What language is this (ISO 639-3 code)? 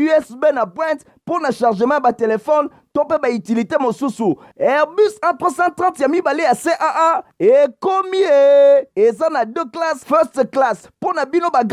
lin